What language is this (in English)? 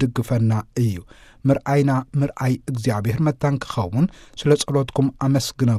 Tigrinya